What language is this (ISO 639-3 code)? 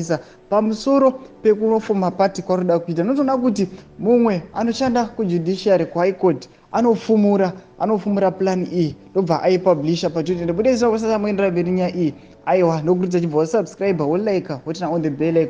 sna